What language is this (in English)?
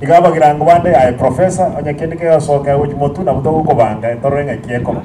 Gusii